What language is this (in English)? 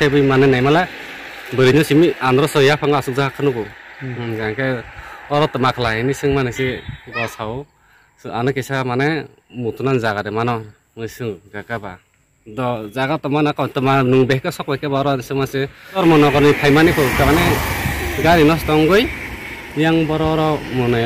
Riang (India)